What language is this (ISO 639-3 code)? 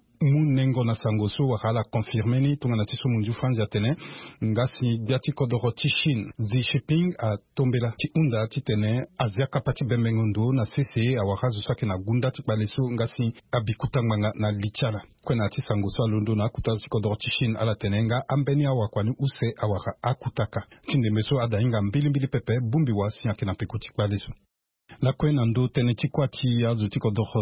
sag